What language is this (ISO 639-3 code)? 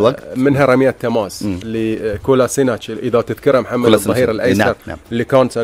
afb